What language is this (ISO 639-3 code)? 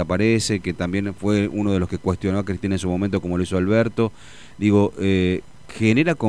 spa